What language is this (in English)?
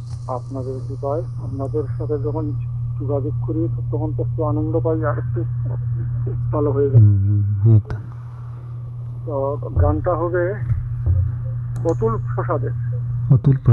Bangla